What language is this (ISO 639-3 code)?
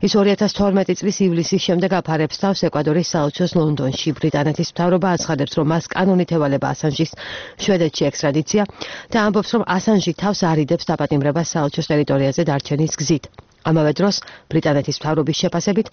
kat